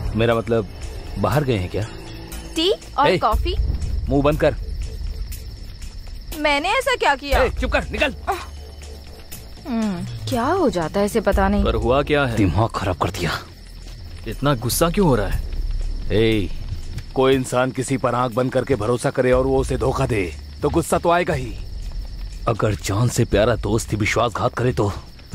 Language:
Hindi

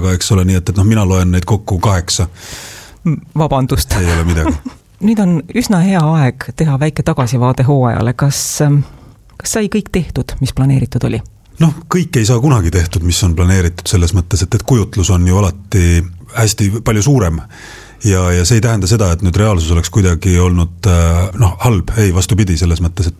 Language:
Estonian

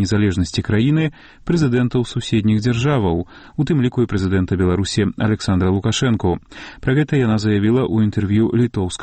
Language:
Belarusian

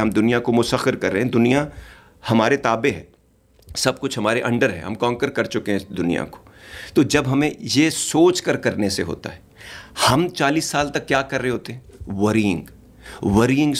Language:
Urdu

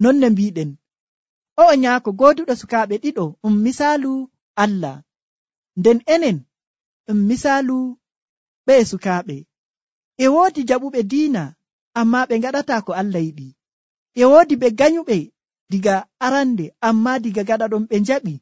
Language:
Nigerian Fulfulde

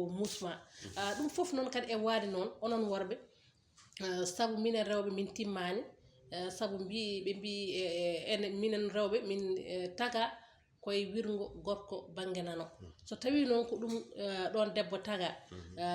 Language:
Fula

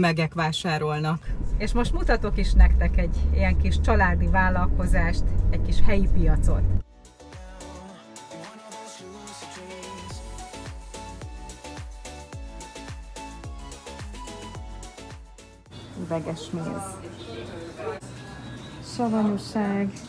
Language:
Hungarian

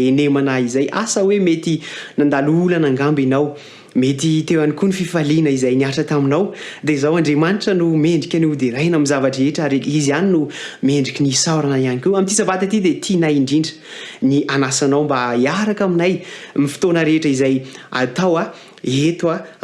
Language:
Malagasy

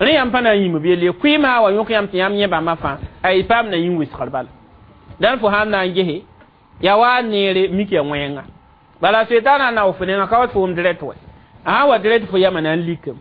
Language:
Mossi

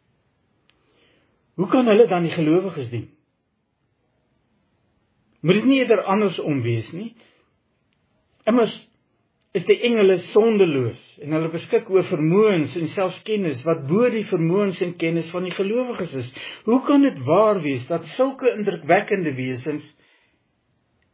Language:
Afrikaans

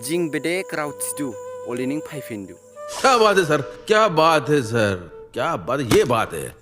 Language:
Dimasa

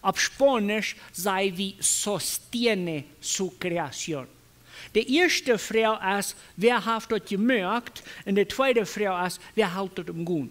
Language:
Plautdietsch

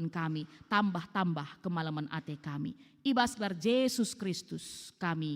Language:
Batak Karo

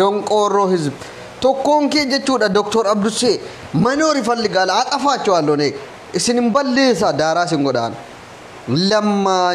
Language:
Oromo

